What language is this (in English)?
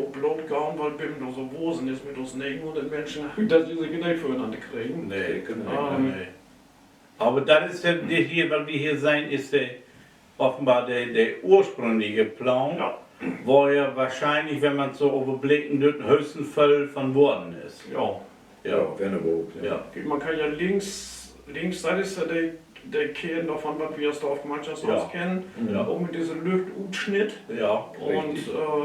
Low German